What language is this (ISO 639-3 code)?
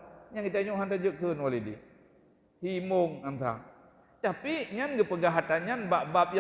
ace